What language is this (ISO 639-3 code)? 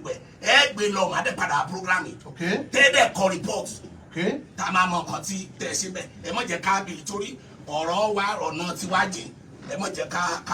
yor